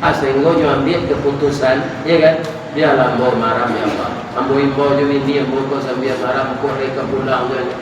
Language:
Minangkabau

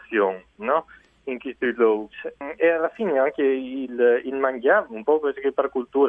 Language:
Friulian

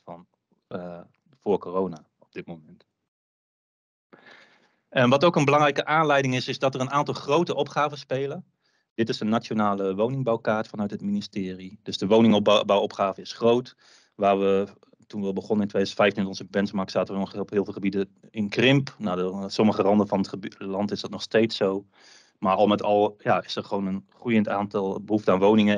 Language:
Dutch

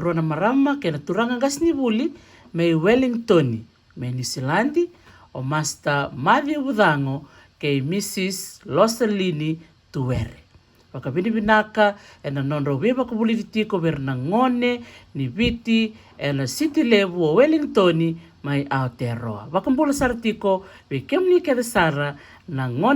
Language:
Fijian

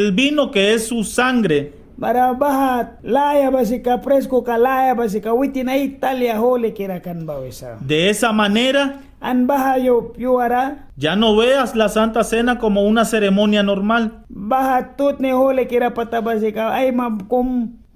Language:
Mískito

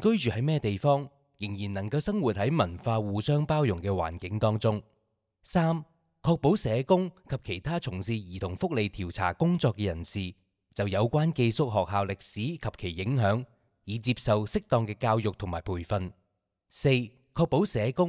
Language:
Cantonese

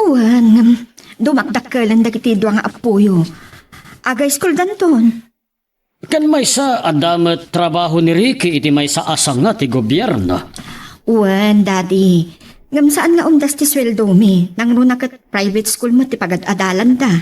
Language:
Iloko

